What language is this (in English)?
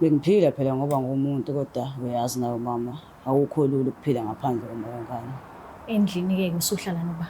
Zulu